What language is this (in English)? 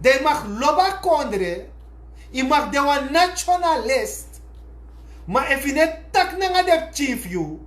Sranan Tongo